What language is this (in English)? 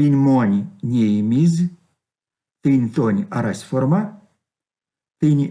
Erzya